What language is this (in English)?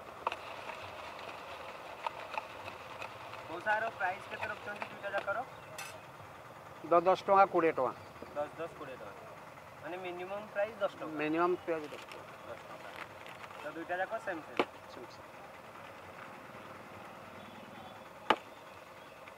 Odia